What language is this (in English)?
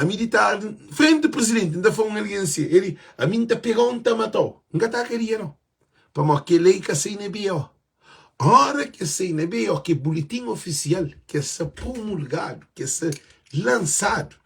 Kabuverdianu